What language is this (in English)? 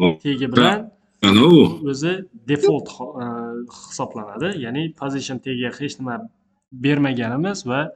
Uzbek